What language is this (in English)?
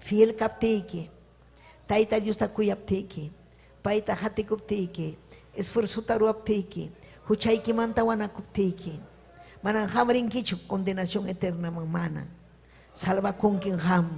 Ayacucho Quechua